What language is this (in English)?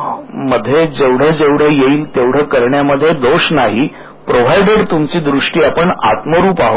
Marathi